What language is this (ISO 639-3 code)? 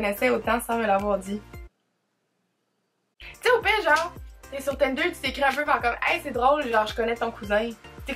fra